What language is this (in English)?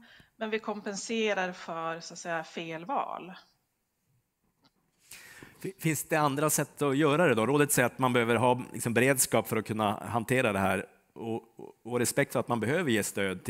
Swedish